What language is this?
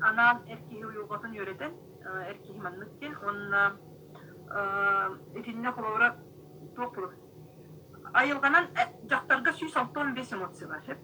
Yakut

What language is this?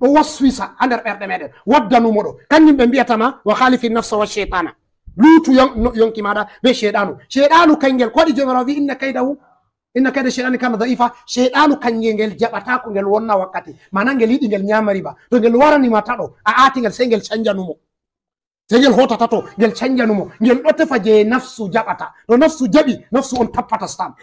Fula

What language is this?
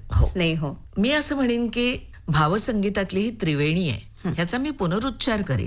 Marathi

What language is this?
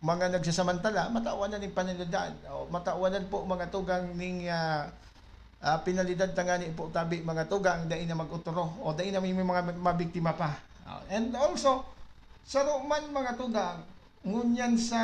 Bikol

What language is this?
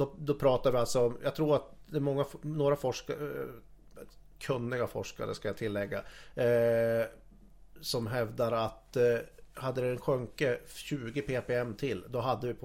Swedish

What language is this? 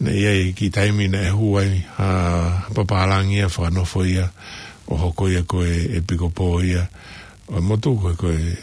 Tongan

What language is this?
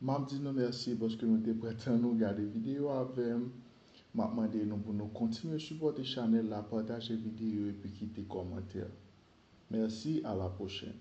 Haitian Creole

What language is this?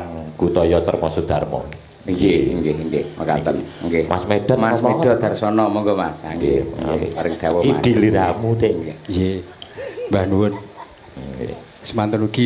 Javanese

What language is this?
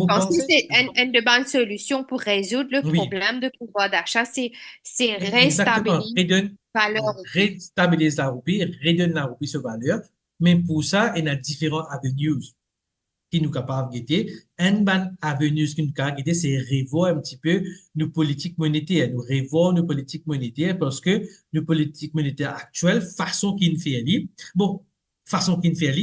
Morisyen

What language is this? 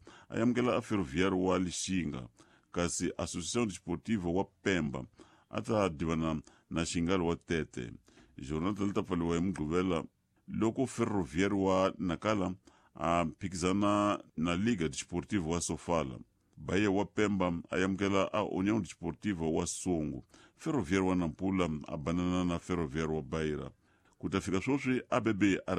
Tsonga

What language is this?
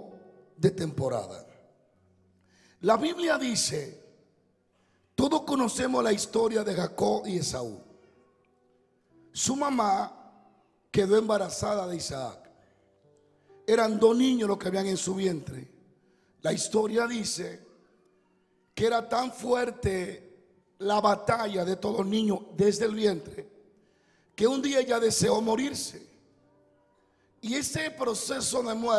Spanish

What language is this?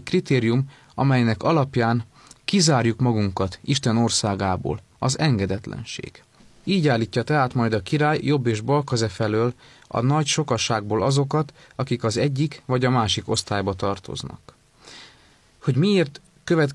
Hungarian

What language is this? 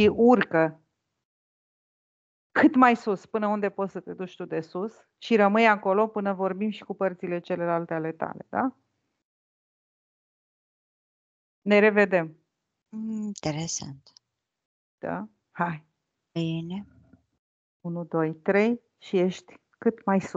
Romanian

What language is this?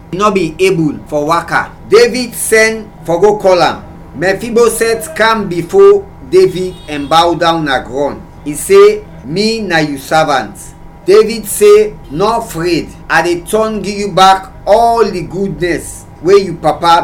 Krio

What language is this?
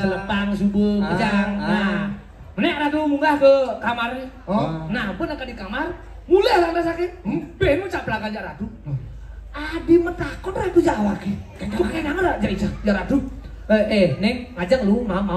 Balinese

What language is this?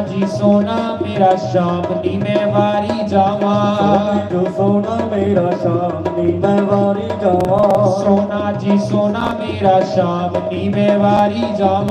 Dogri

